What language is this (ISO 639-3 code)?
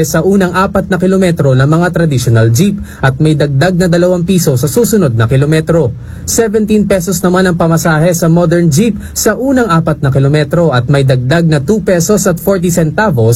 fil